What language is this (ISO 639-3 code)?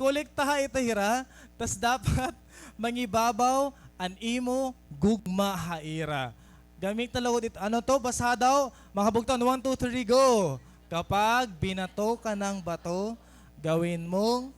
war